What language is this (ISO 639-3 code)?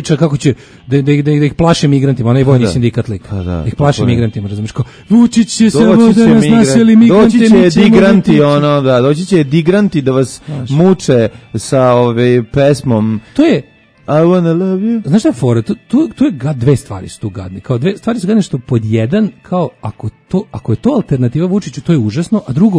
srp